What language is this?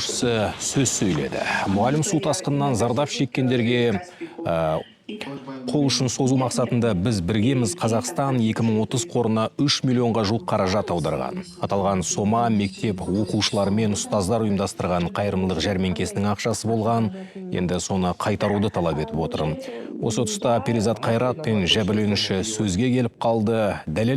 Kazakh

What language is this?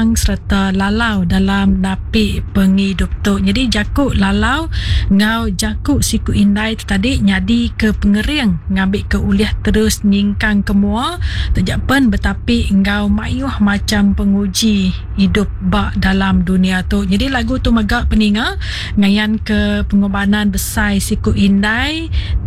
Iban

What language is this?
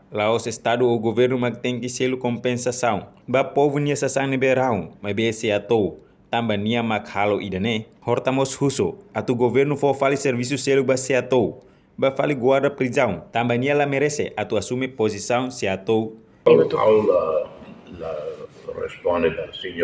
Tetum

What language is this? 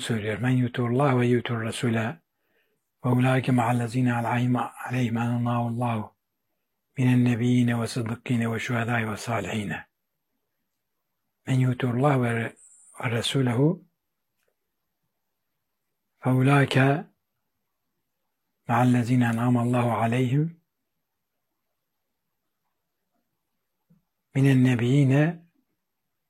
Turkish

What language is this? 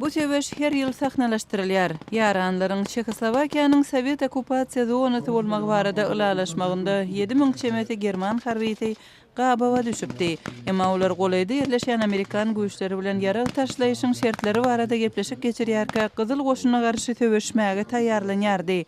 Turkmen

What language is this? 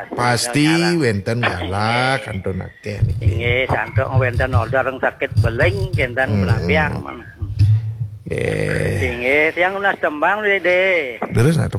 Balinese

